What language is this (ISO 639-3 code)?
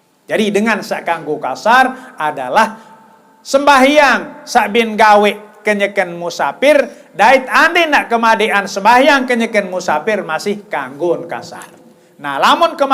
sas